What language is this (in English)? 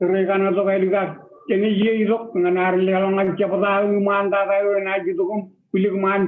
Marshallese